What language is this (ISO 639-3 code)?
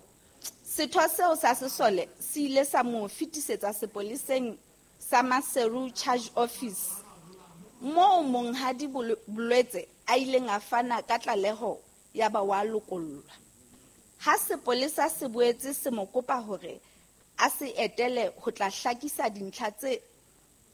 sot